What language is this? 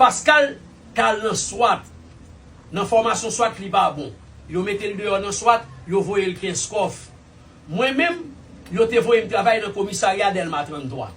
Haitian Creole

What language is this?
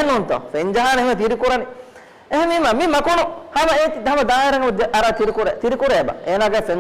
Divehi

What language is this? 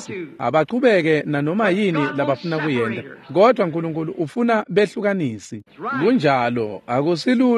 Swati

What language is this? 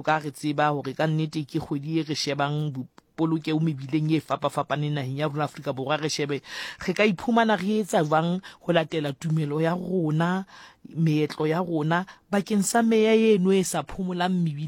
Southern Sotho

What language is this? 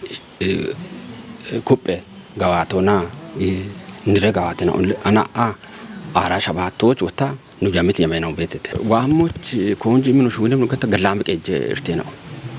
Kafa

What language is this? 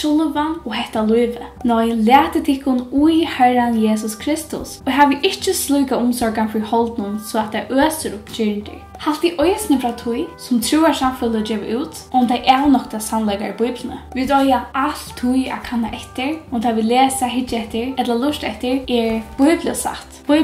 Faroese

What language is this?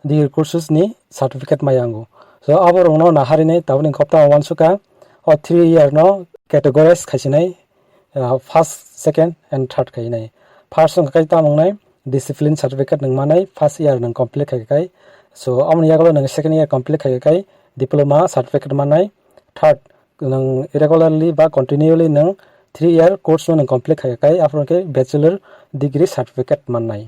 Kok Borok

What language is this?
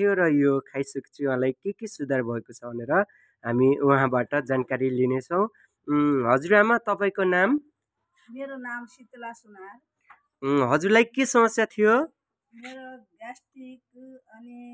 Nepali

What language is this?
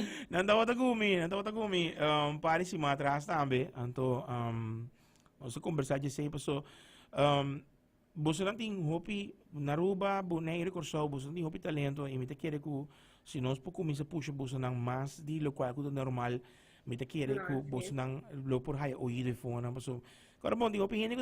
Papiamento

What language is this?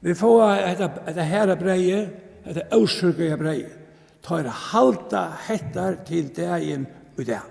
Faroese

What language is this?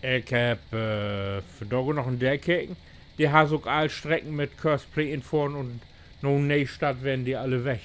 Low German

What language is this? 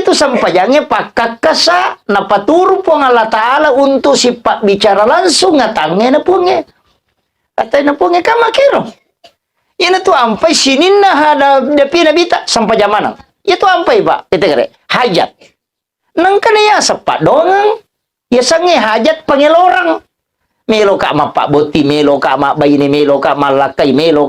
Buginese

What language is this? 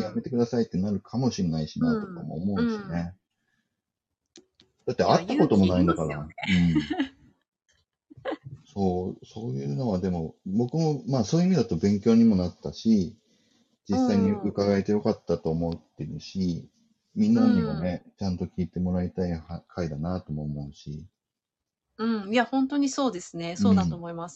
Japanese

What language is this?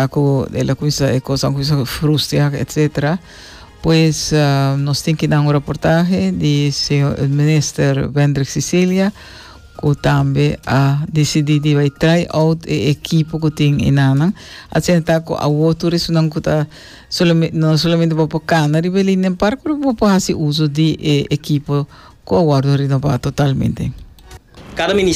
Papiamento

